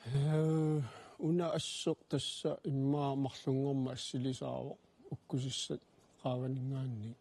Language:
Kalaallisut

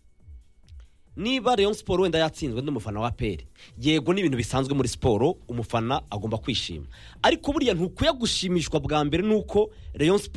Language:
Kinyarwanda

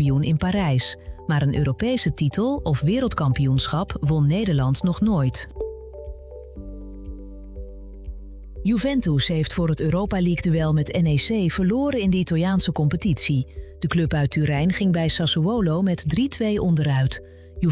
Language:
Dutch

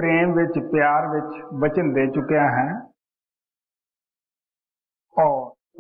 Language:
Punjabi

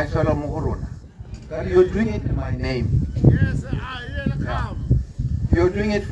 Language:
Tswana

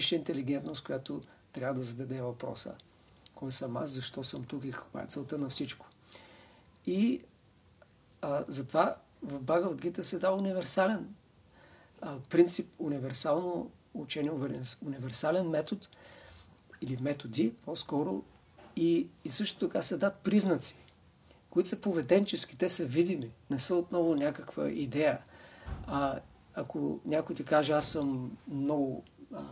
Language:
Bulgarian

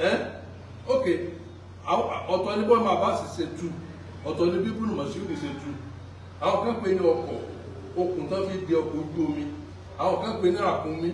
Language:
Yoruba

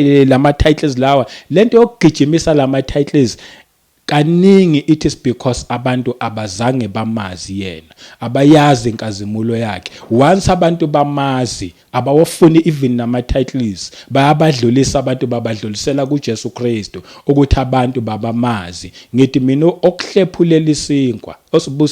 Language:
Zulu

